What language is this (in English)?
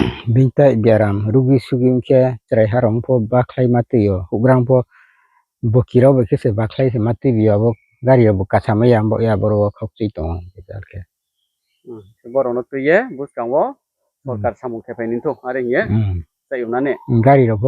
Riang (India)